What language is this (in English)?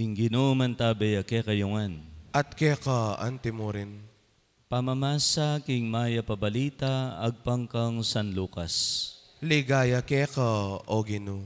Pampanga